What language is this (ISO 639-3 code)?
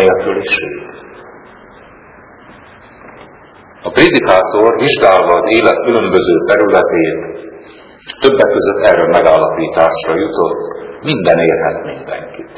hun